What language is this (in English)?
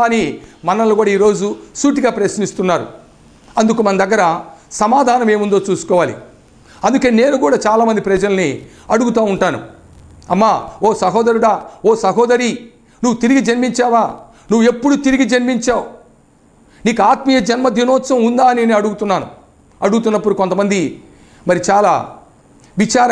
Telugu